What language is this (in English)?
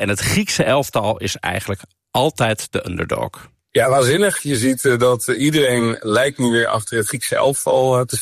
Dutch